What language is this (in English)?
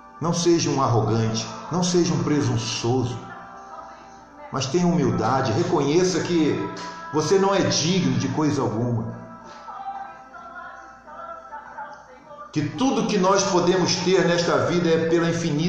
Portuguese